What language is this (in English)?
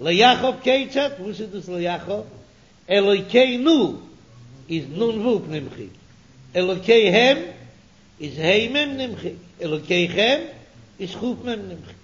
Yiddish